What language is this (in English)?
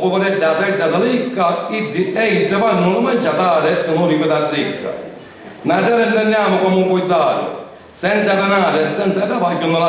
Sicilian